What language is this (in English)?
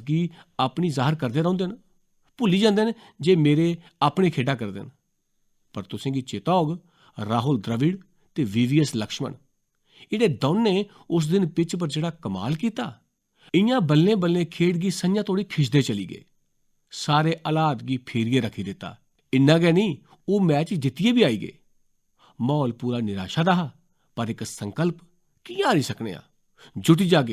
Dogri